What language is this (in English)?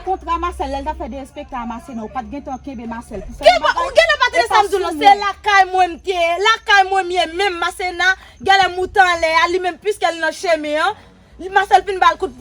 Haitian Creole